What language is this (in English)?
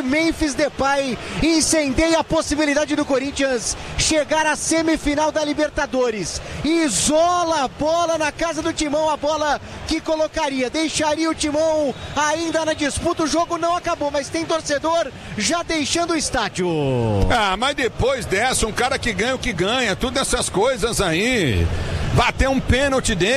Portuguese